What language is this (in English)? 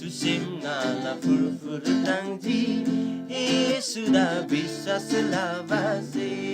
Eastern Tamang